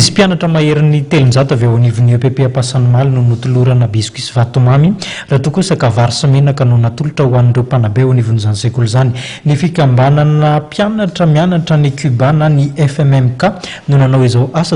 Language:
Malagasy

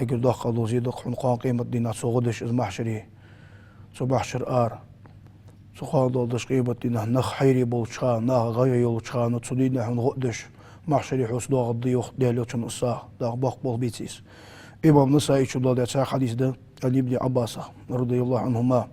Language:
Ingush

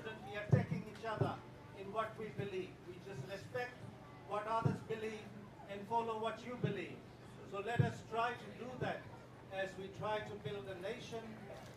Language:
Gilbertese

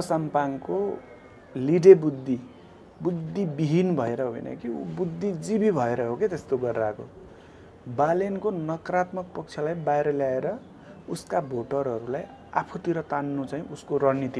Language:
Nepali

